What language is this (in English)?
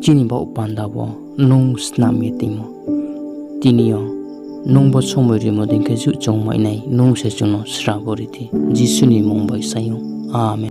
Riang (India)